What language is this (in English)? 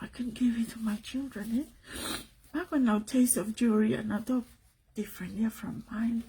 Tongan